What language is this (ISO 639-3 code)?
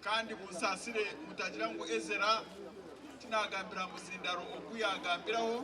nyn